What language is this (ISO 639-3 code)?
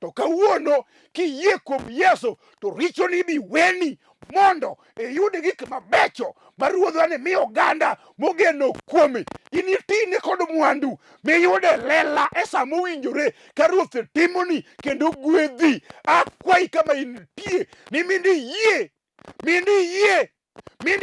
luo